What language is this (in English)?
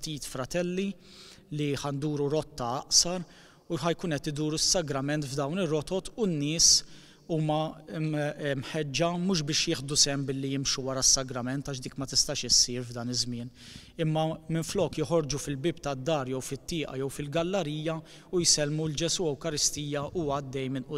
Maltese